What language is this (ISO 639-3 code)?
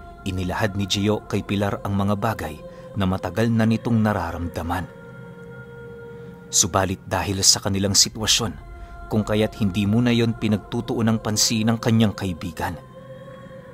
fil